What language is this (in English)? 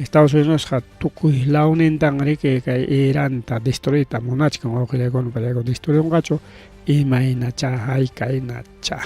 Ayacucho Quechua